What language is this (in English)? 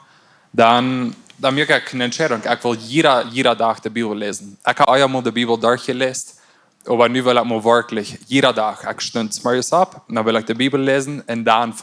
Plautdietsch